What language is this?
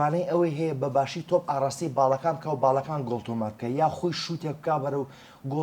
Central Kurdish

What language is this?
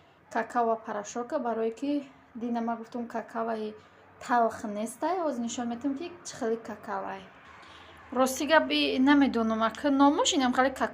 Tajik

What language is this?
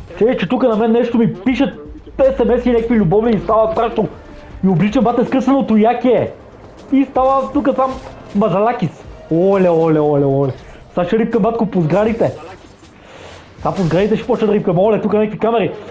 Bulgarian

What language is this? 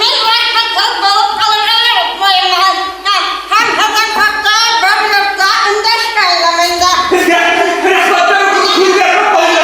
Bashkir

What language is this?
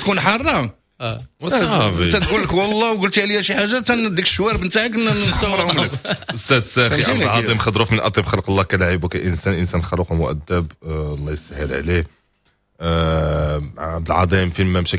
Moroccan Arabic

